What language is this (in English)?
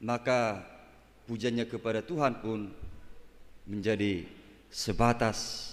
Batak Toba